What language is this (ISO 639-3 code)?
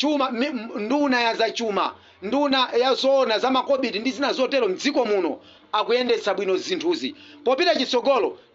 nya